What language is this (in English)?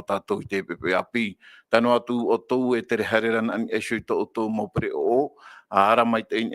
Tahitian